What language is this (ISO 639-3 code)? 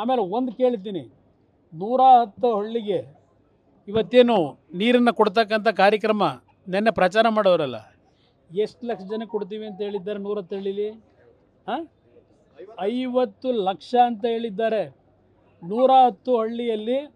kan